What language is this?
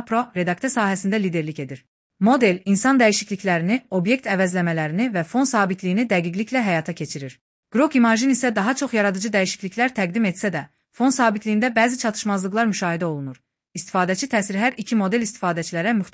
Azerbaijani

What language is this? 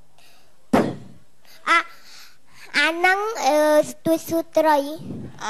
Khmer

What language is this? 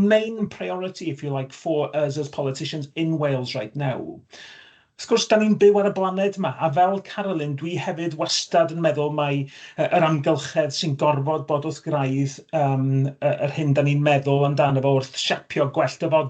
Welsh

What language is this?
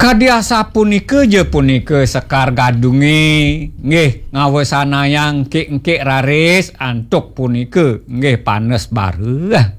Balinese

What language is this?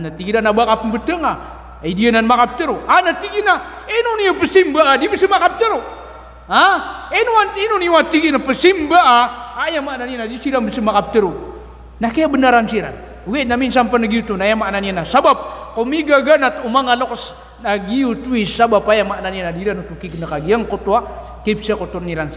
Maranao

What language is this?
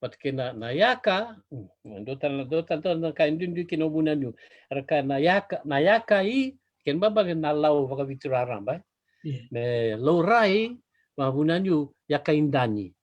Fijian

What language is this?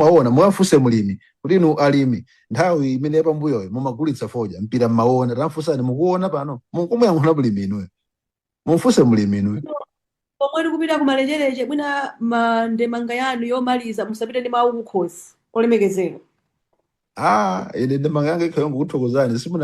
Nyanja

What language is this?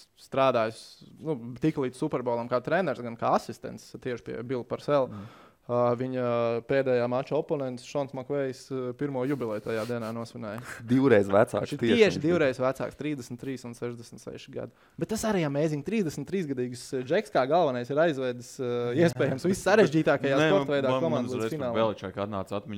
Latvian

